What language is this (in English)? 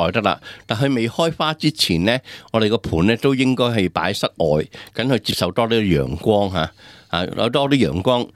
Cantonese